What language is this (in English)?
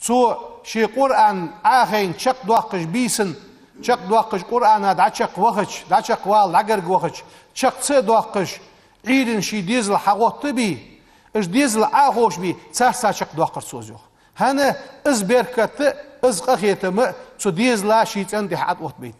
Ingush